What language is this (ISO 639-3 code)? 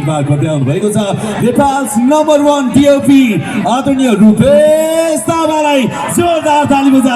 nep